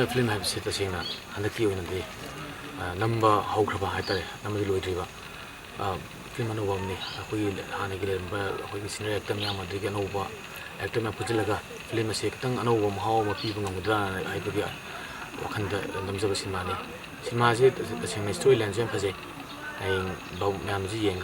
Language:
Manipuri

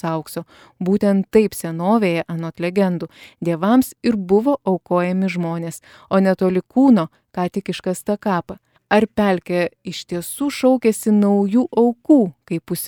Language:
Lithuanian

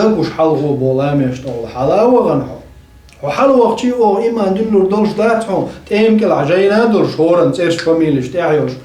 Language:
Chechen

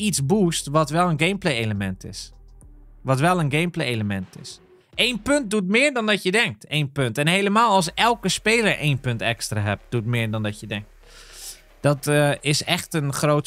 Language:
Dutch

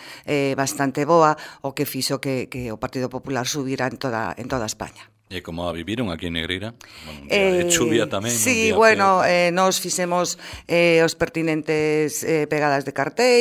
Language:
Galician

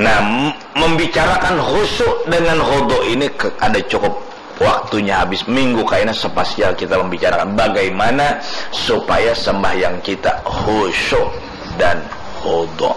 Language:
Banjar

